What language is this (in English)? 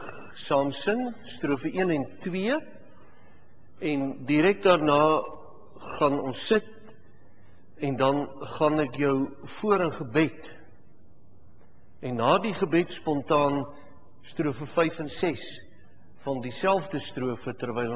Afrikaans